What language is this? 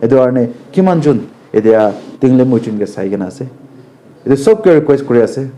Naga Pidgin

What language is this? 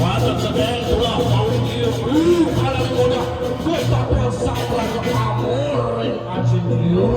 Balinese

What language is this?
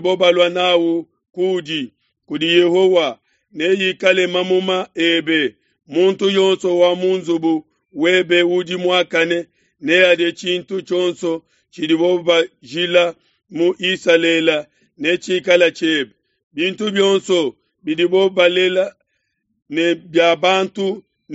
Luba-Lulua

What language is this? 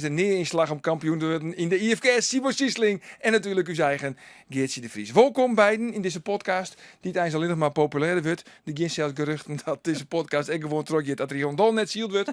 Western Frisian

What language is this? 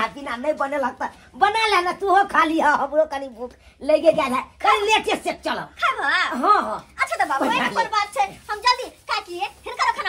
Maithili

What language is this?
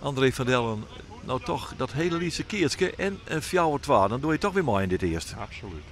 Western Frisian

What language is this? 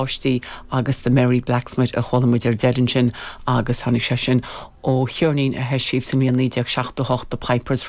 Irish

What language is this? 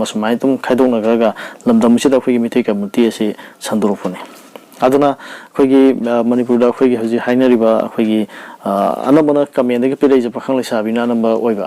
Manipuri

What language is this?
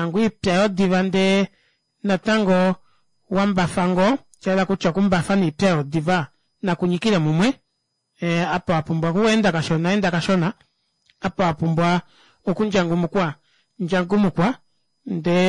Kuanyama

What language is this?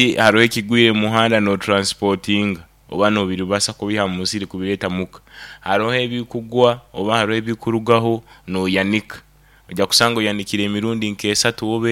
Nyankole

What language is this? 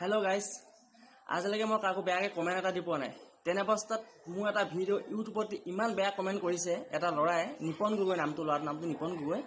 Assamese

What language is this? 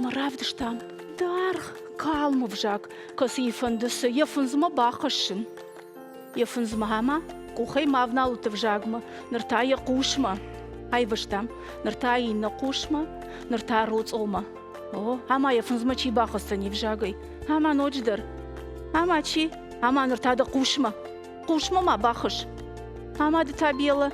Ossetic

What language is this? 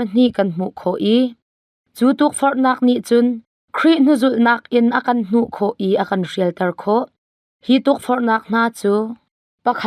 Hakha Chin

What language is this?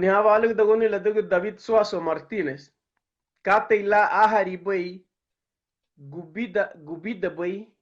Garifuna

